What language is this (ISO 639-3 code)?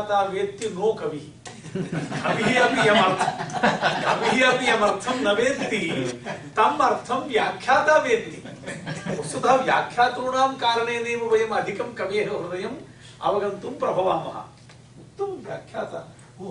san